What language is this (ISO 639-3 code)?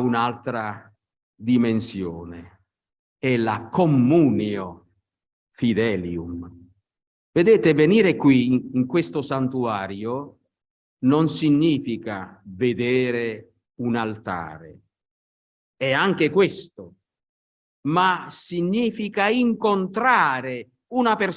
ita